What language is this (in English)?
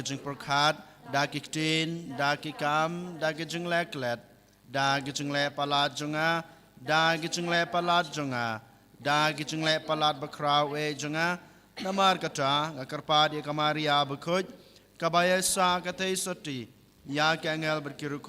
Khasi